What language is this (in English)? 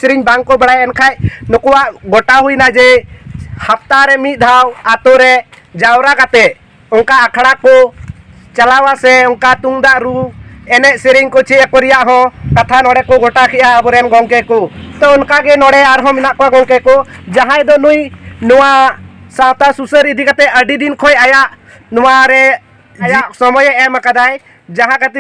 Santali